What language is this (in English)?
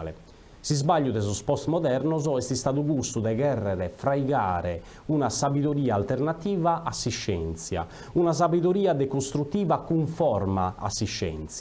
Sardinian